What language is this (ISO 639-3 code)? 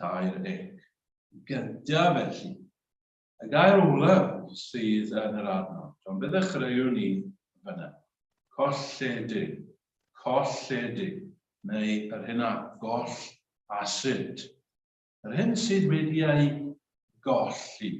cym